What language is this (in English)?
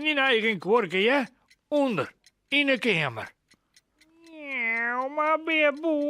Western Frisian